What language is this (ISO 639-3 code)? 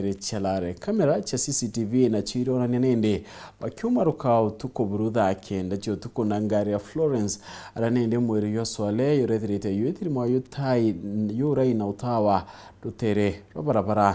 mer